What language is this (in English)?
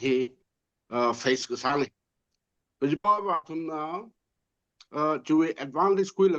Tangkhul Naga (India)